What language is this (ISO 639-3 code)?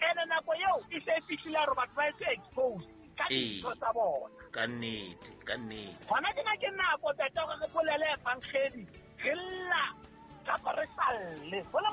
sot